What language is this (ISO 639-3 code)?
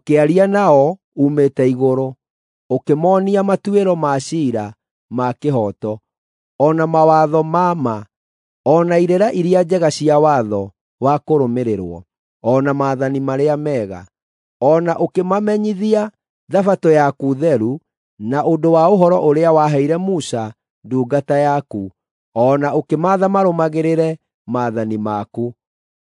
kik